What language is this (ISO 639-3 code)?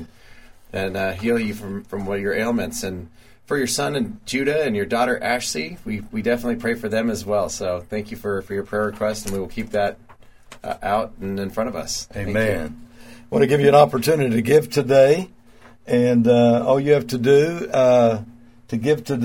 eng